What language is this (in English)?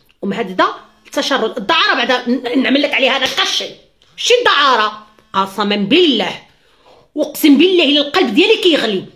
Moroccan Arabic